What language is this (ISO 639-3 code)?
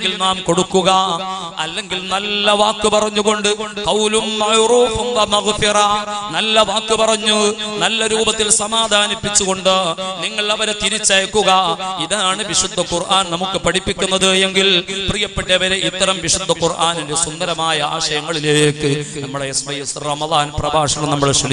mal